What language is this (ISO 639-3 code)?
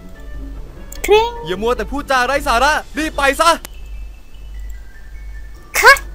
tha